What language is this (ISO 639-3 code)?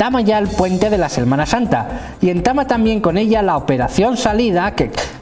ast